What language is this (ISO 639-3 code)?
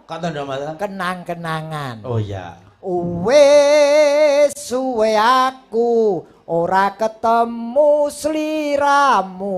jav